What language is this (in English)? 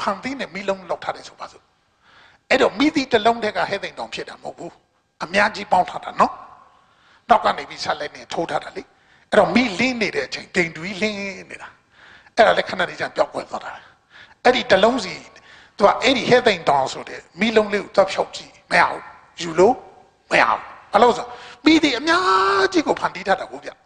Burmese